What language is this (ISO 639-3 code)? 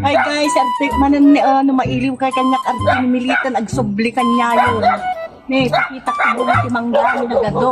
ilo